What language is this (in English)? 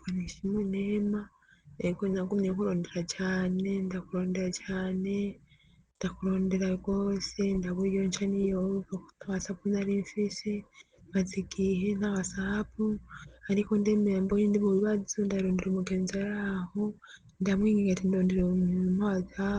Rundi